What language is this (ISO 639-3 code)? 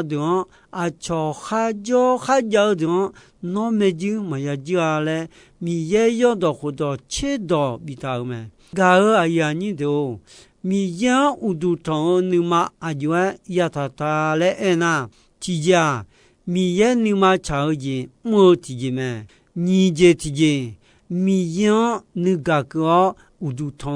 ahk